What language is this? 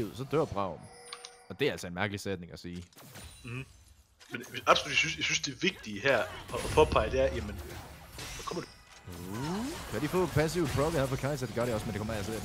Danish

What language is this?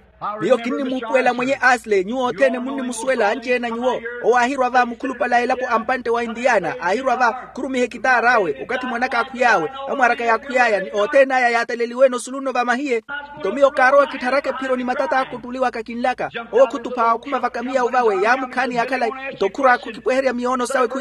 Makhuwa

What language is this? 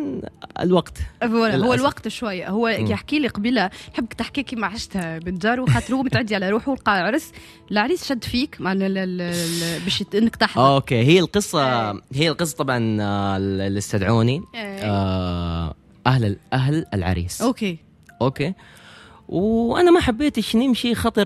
Tunisian Arabic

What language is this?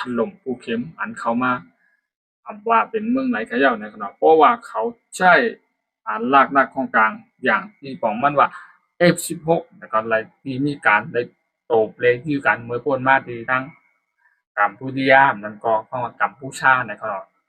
Shan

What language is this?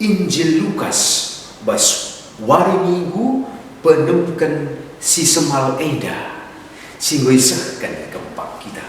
Batak Karo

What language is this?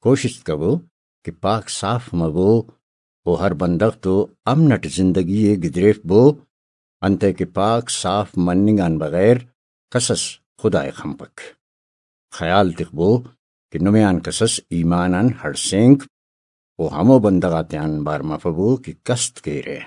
Brahui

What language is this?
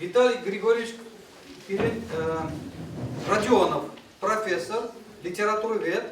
Chuvash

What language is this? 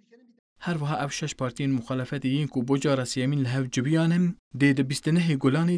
Kurdish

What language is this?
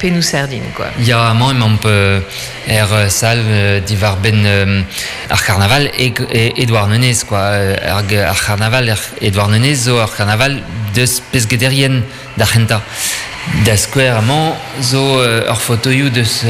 Breton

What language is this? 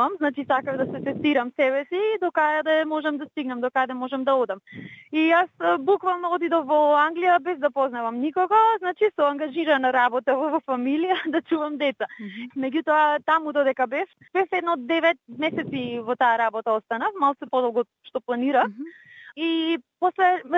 Macedonian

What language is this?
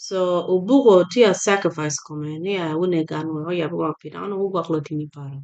Acoli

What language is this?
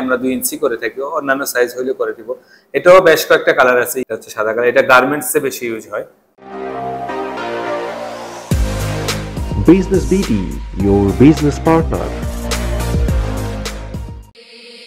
Bangla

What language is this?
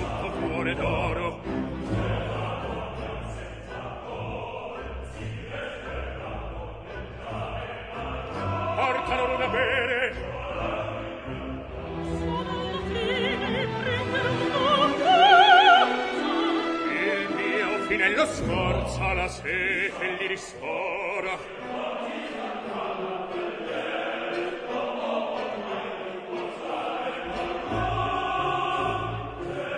Italian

